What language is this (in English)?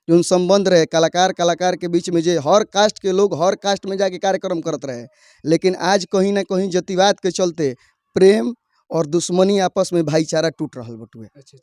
Bhojpuri